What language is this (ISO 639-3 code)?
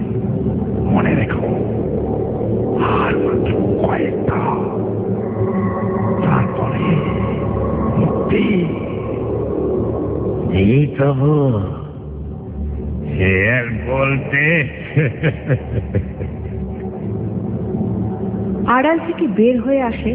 ben